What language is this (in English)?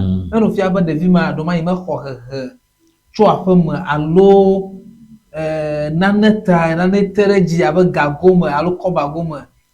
Ewe